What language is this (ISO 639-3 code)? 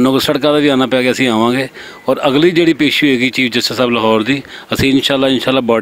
lah